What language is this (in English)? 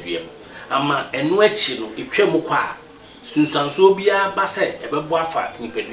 Akan